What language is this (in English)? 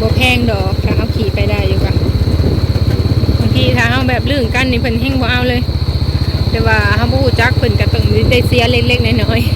Lao